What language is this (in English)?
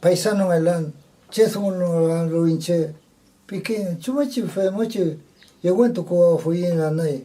Mapuche